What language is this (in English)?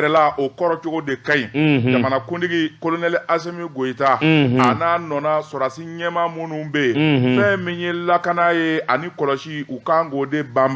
Bambara